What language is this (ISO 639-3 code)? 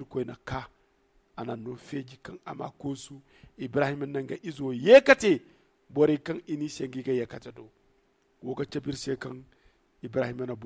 dje